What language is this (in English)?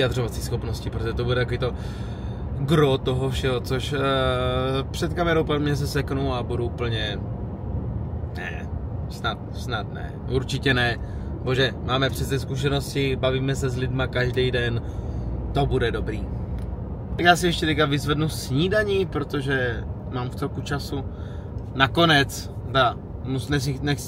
Czech